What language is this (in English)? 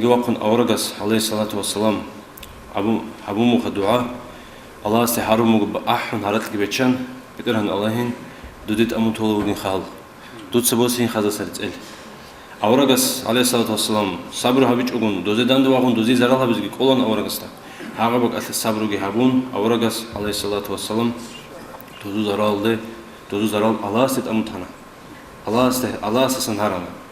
Avaric